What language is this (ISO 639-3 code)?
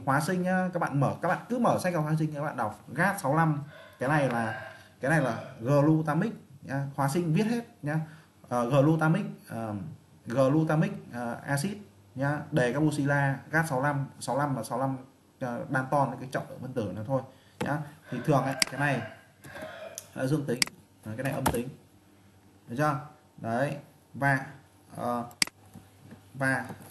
vie